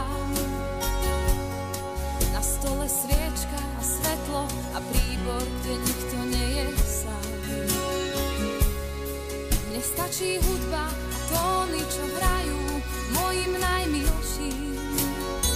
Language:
Slovak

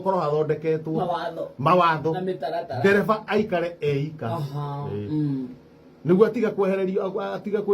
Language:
Kikuyu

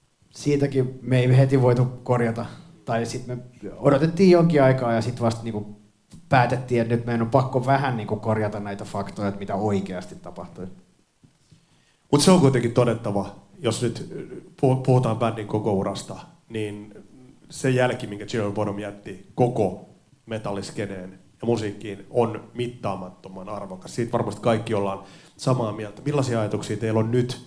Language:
Finnish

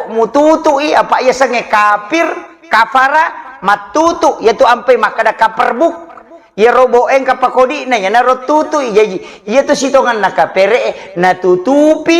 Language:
Buginese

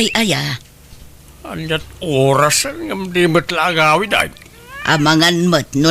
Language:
Iloko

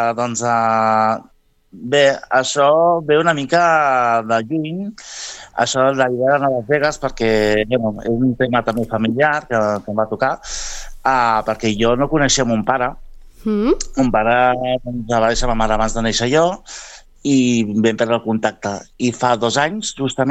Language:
Catalan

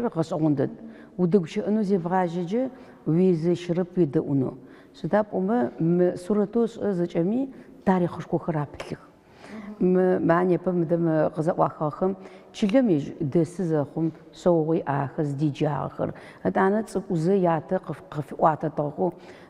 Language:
Adyghe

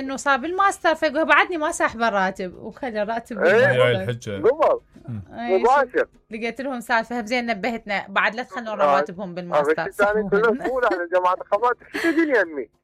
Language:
Mesopotamian Arabic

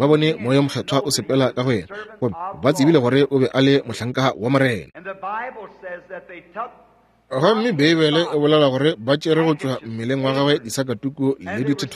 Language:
Northern Sotho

